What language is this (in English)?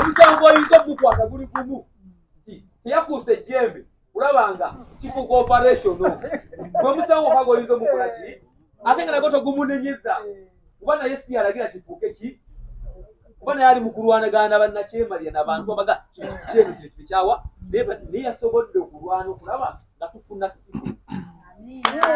Ganda